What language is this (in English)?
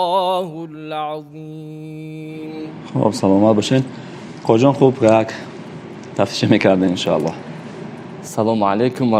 Tajik